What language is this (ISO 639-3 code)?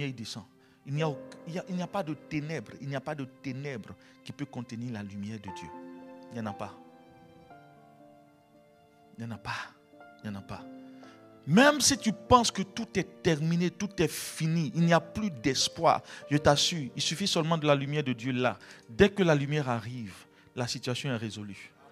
fra